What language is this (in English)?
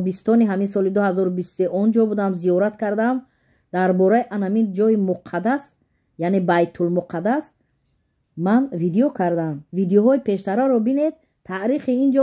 Tajik